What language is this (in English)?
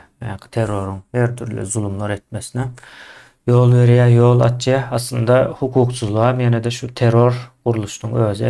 Turkmen